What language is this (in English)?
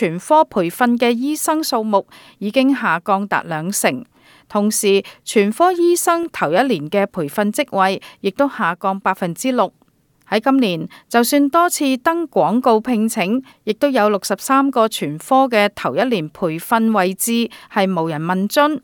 Cantonese